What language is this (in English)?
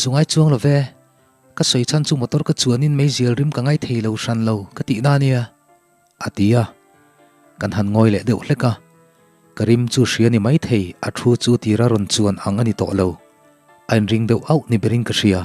Mizo